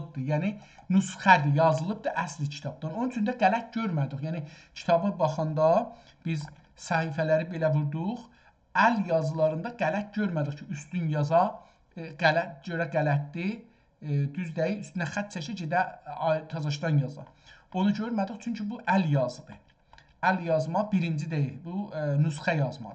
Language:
South Azerbaijani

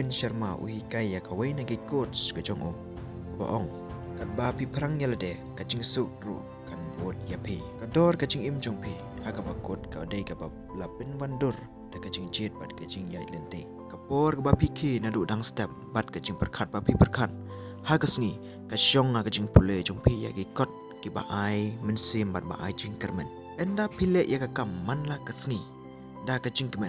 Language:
Khasi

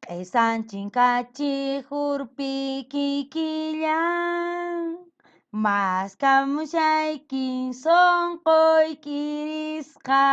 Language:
Quechua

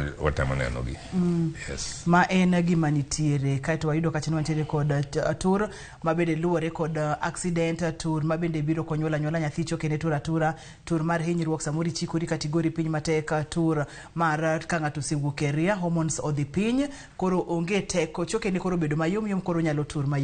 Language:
Luo (Kenya and Tanzania)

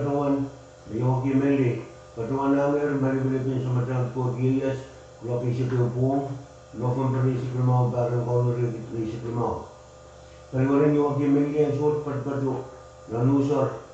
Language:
Pohnpeian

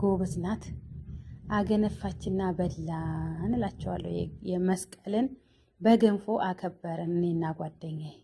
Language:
Amharic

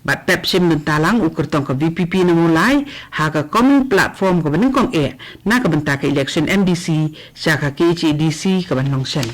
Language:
Khasi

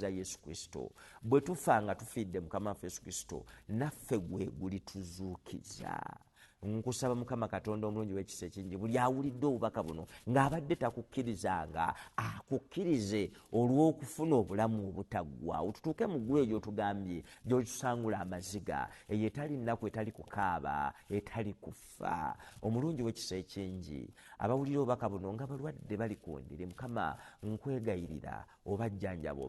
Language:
Ganda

